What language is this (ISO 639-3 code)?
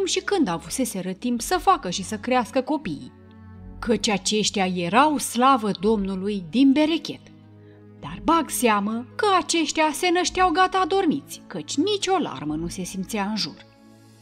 ron